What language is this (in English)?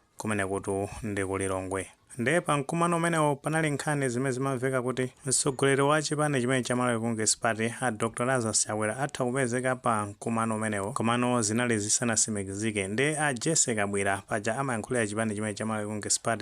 Nyanja